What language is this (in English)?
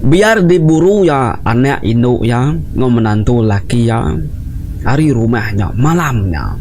Iban